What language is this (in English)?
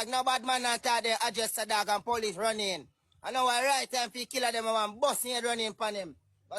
Jamaican Creole English